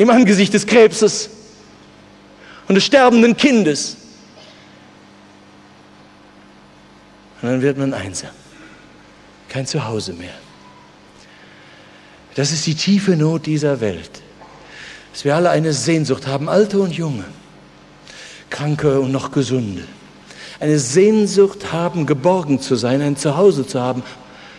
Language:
German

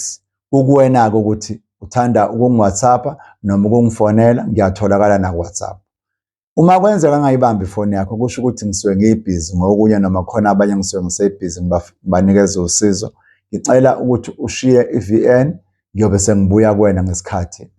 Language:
Zulu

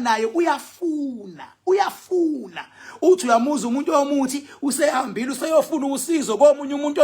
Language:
Zulu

